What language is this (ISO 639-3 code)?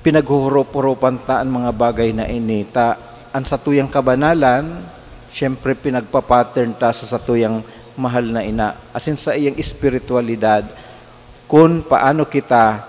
bik